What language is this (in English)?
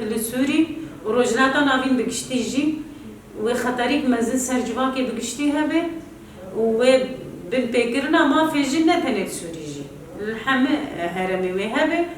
Kurdish